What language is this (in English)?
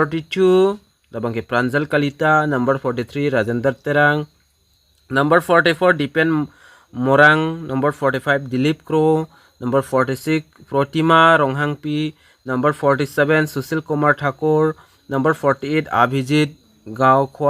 Karbi